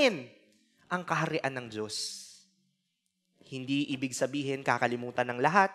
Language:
Filipino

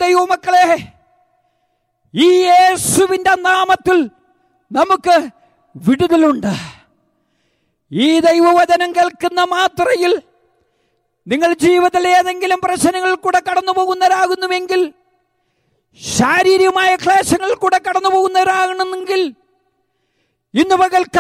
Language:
Malayalam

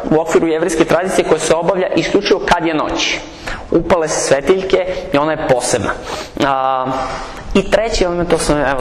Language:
Serbian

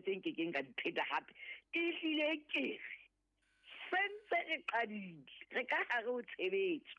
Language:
Southern Sotho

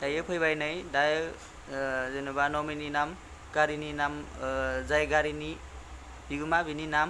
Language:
Bodo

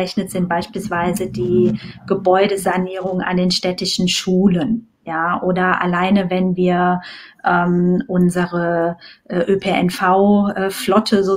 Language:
German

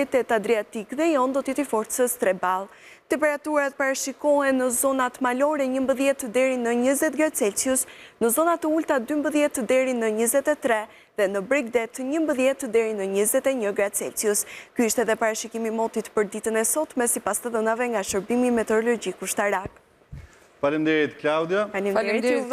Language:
Albanian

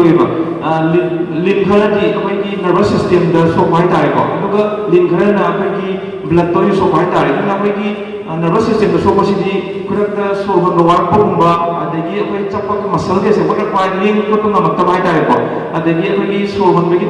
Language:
Manipuri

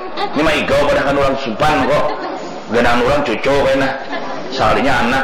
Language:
Banjar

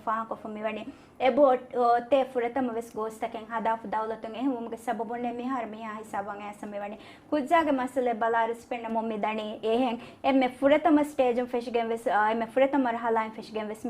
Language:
Divehi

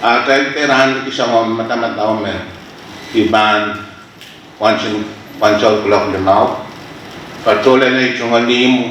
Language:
Pohnpeian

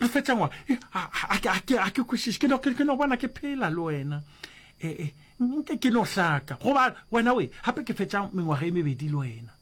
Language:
Northern Sotho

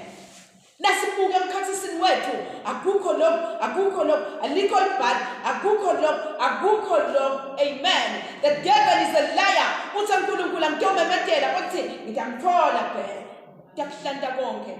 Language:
Swati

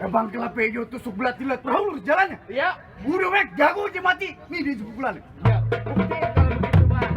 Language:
Betawi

